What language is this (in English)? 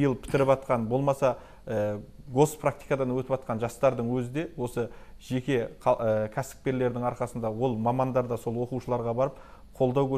Kazakh